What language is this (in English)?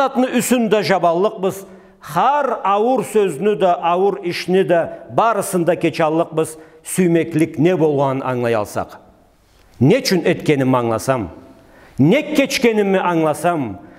Karachay-Balkar